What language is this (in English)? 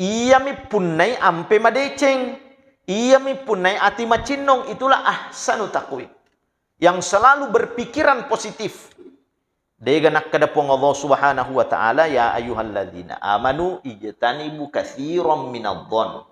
Buginese